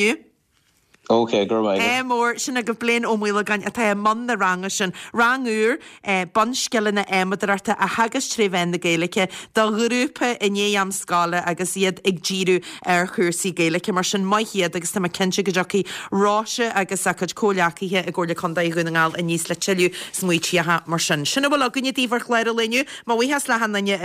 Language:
Irish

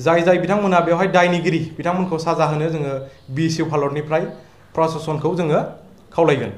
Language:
Bodo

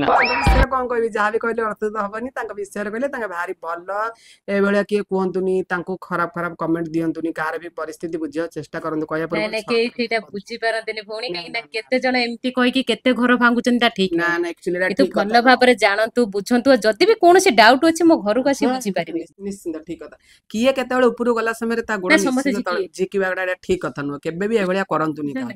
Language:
Odia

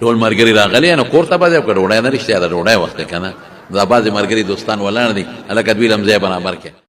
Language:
Pashto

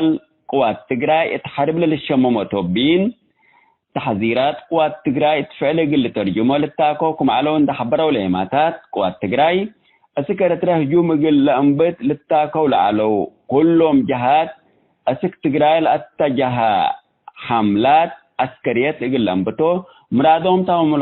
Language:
Tigre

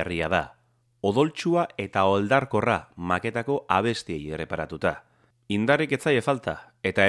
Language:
Basque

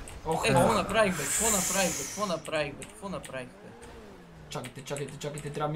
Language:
Bulgarian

